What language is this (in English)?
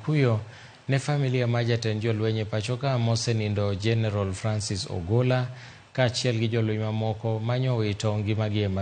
Luo (Kenya and Tanzania)